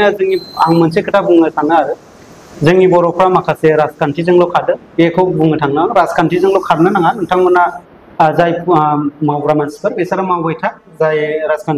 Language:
Bodo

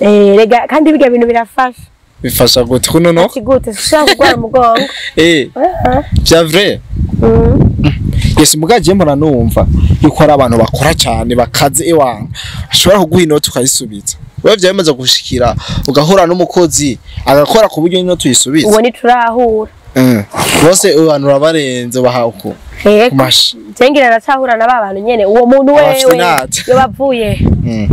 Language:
Rundi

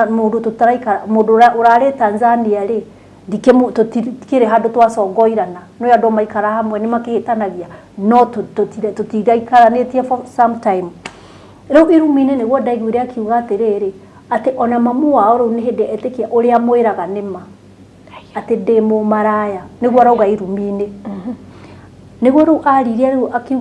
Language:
Kikuyu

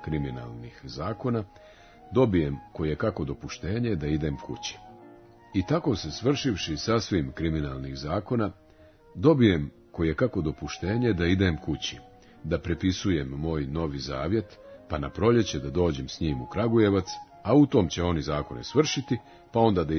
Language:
Serbian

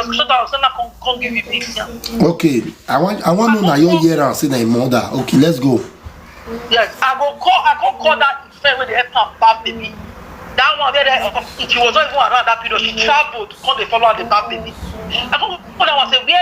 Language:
Nigerian Pidgin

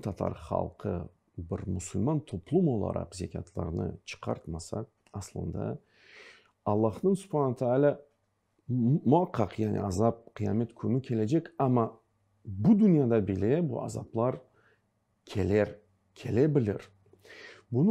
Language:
Crimean Tatar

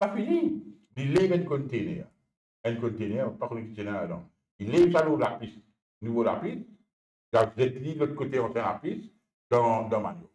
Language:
Morisyen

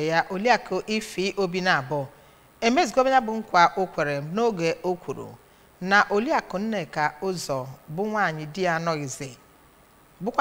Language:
Igbo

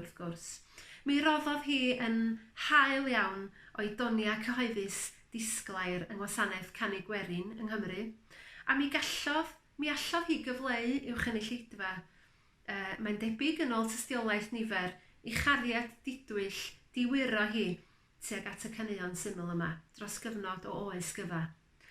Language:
Welsh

